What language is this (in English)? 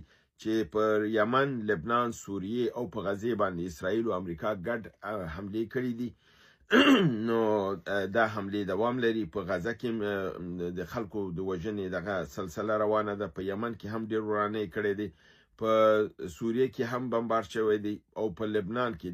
Pashto